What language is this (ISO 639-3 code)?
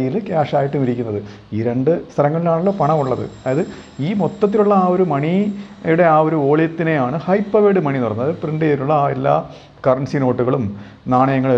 mal